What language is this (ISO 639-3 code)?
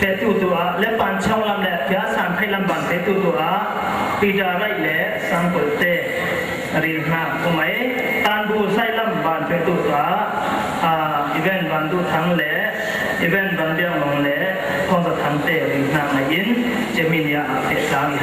cfm